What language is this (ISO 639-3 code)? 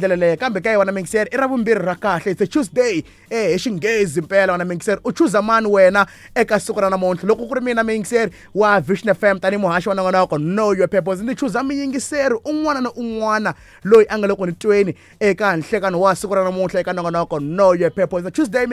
tso